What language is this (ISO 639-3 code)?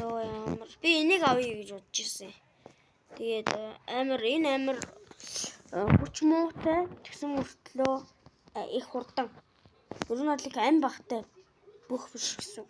mon